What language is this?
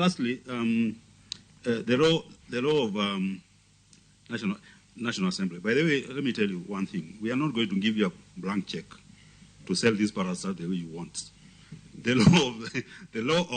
Luo (Kenya and Tanzania)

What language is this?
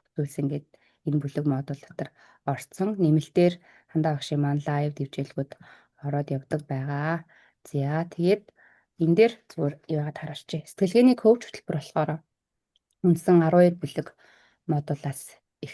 Mongolian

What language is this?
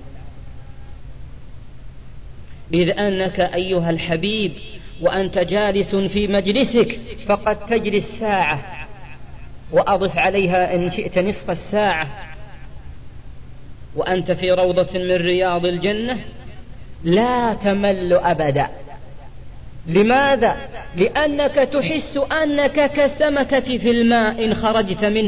Arabic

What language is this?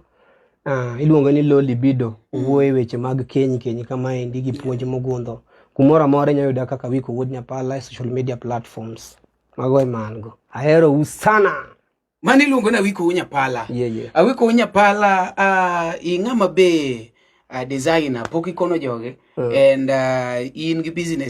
Luo (Kenya and Tanzania)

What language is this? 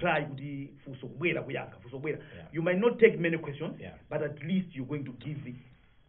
Nyanja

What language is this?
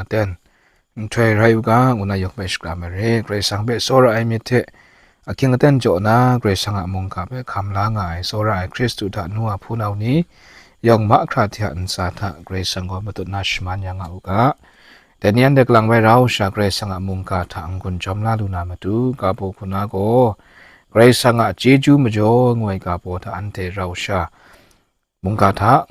Kachin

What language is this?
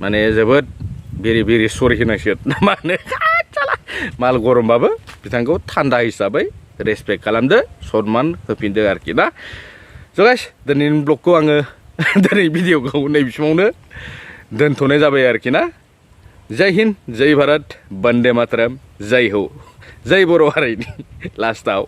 Bodo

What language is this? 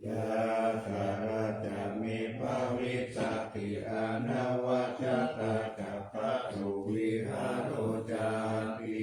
Pali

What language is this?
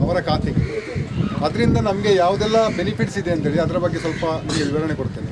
Kannada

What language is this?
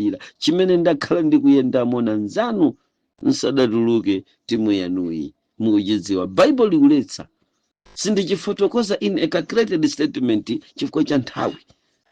Nyanja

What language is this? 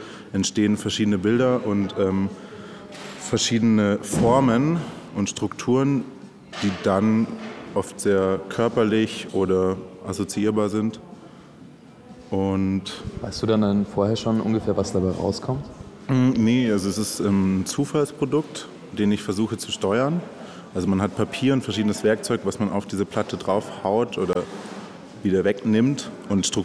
German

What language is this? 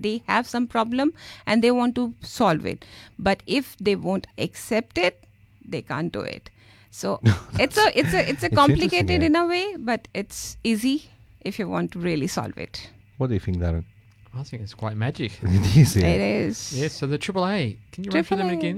English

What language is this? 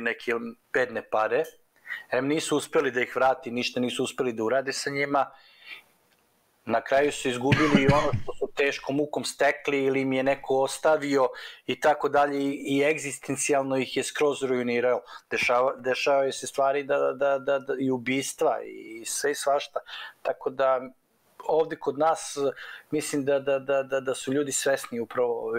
Serbian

